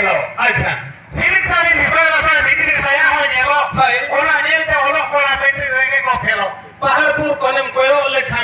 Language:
Santali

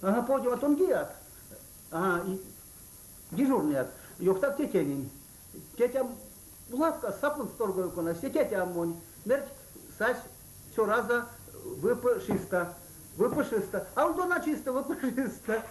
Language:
Erzya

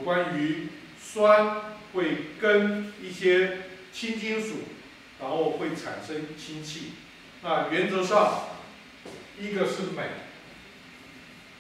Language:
Chinese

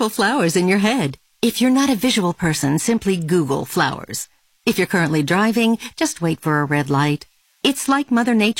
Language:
English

